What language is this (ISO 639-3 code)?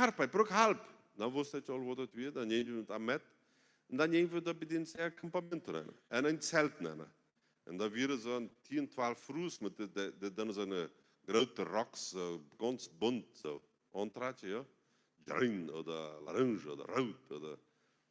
pdt